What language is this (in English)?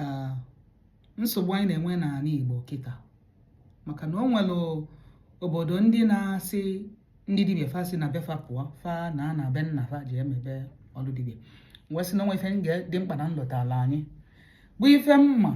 Igbo